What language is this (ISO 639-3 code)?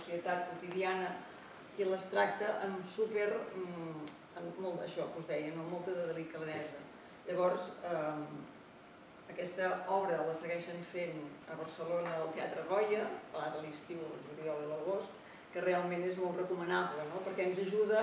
cat